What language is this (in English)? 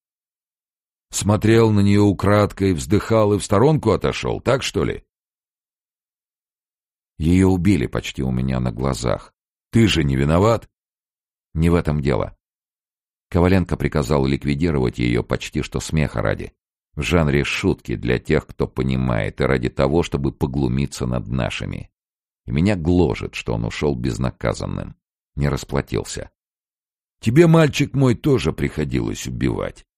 Russian